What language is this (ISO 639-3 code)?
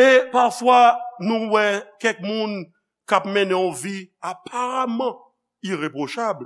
hat